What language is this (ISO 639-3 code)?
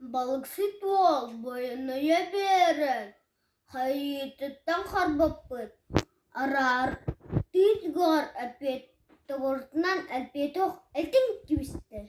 sah